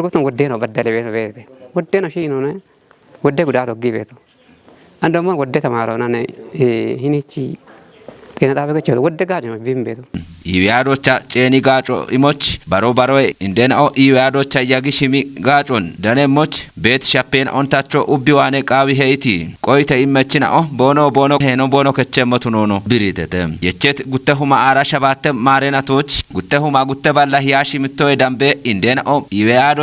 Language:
Kafa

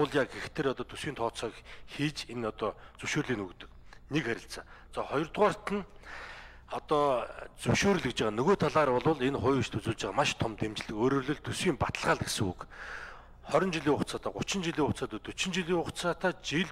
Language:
Mongolian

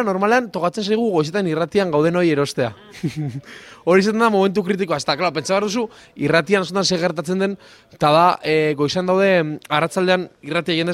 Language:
Basque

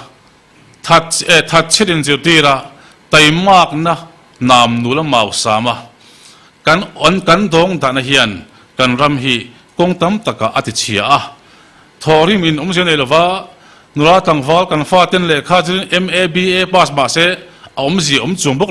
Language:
Mizo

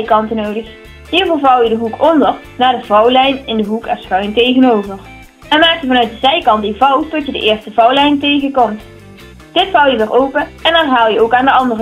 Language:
Dutch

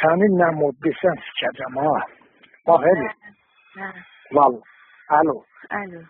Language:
Azerbaijani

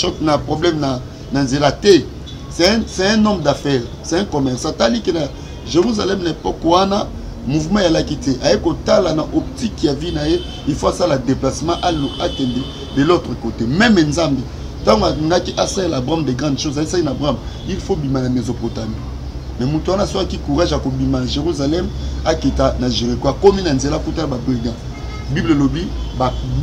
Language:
Lingala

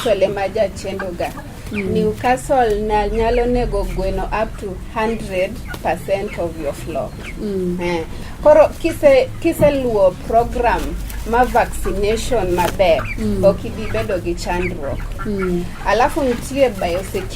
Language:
Luo (Kenya and Tanzania)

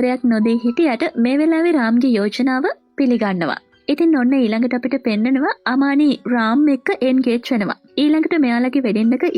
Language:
Sinhala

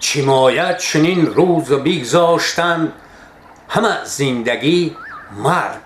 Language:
Tajik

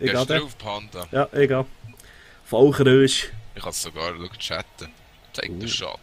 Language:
Swiss German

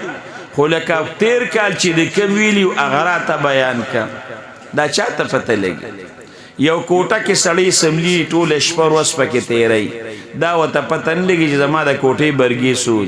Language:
Pashto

